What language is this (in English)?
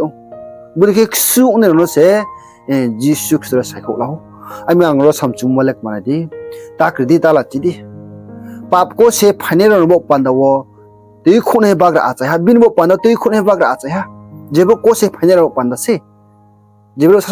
Riang (India)